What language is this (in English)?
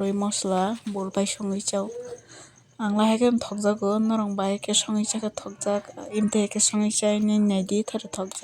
Kok Borok